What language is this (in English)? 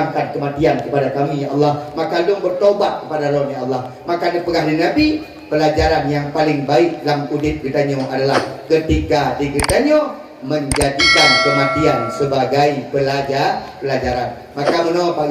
Achinese